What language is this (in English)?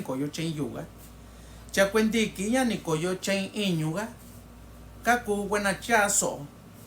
Mixtepec Mixtec